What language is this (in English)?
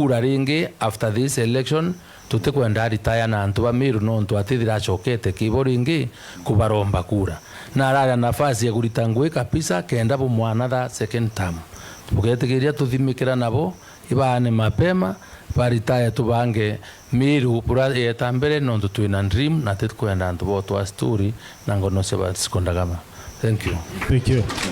Meru